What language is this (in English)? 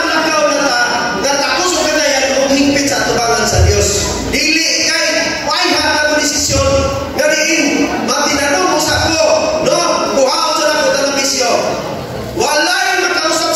Cebuano